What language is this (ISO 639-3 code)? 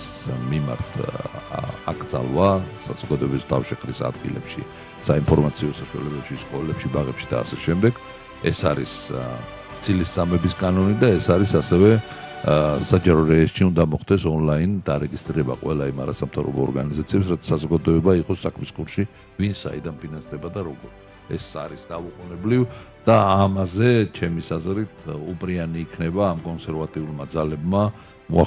kat